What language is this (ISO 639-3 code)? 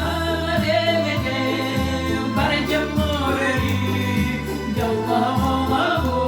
sah